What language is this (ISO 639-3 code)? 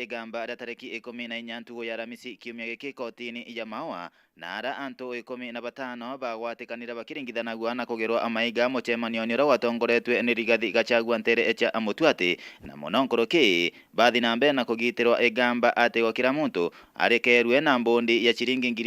mer